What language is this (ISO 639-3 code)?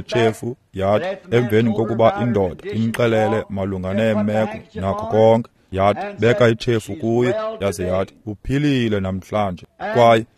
xho